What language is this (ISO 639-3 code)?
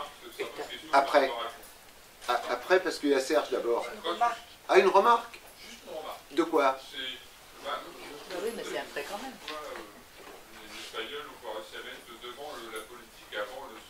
fra